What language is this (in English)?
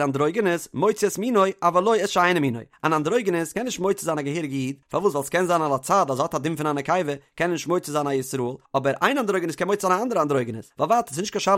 Yiddish